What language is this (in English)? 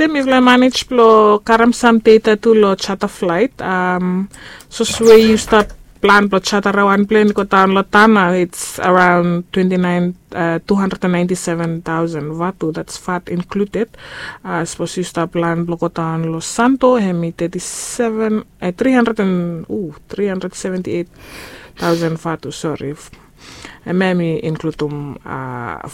Bislama